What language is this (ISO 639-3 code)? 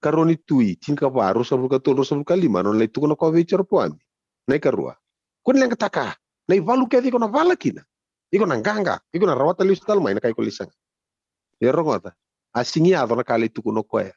fij